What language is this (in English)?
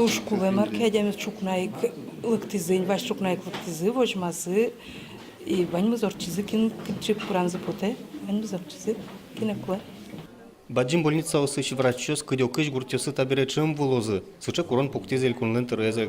Udmurt